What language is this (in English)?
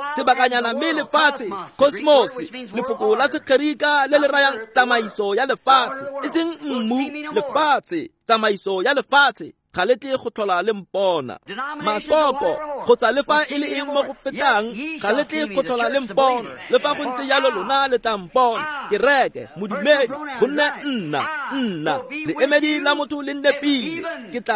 Tswana